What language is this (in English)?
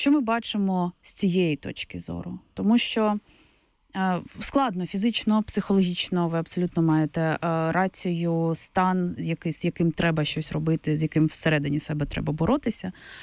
Ukrainian